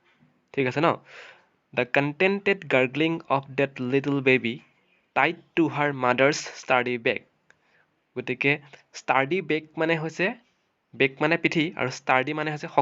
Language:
Assamese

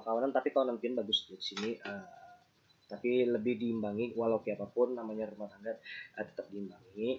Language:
Banjar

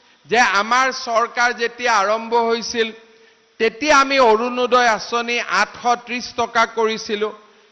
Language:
Assamese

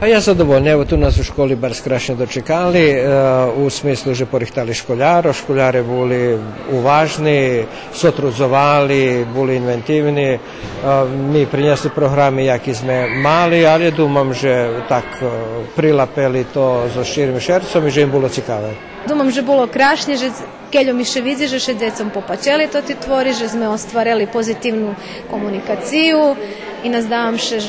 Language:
Rusyn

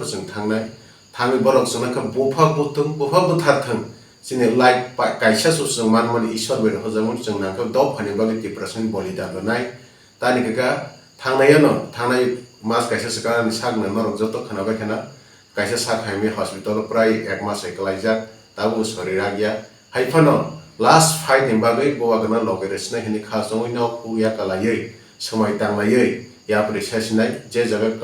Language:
Kok Borok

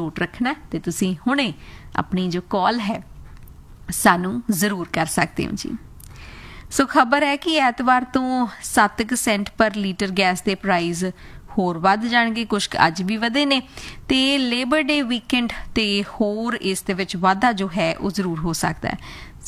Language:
Punjabi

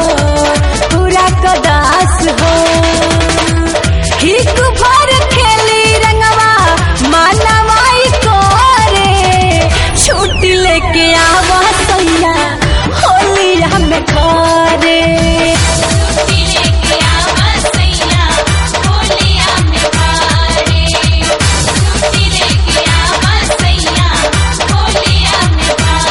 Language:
Bhojpuri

